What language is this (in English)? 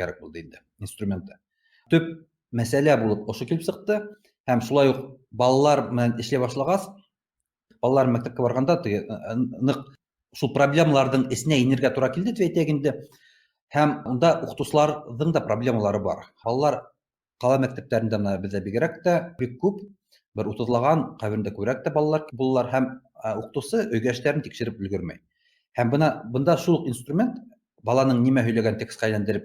Bashkir